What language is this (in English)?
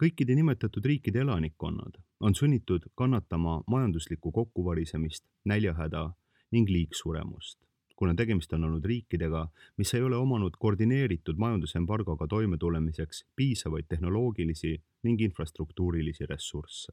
Estonian